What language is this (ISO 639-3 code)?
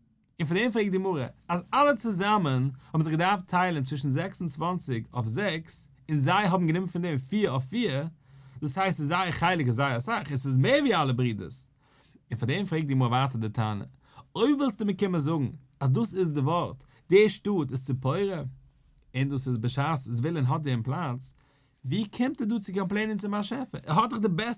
yid